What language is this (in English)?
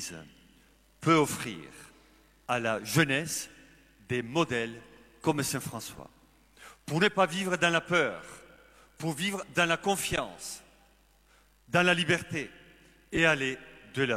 French